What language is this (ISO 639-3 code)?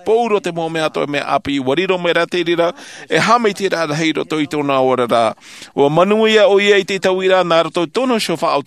tah